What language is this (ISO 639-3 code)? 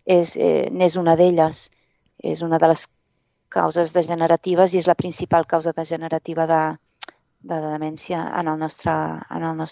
cat